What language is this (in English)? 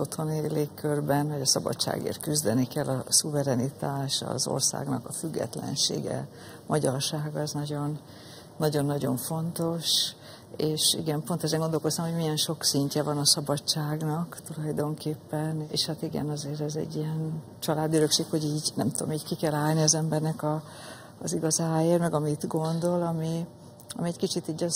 Hungarian